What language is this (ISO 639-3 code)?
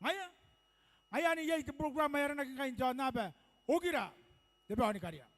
gil